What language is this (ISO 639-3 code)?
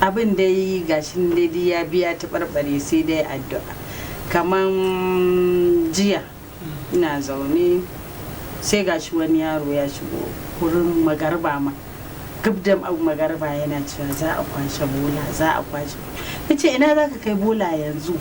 hau